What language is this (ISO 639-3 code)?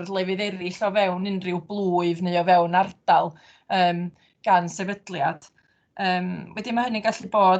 cym